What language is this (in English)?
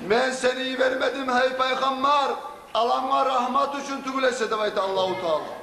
Kumyk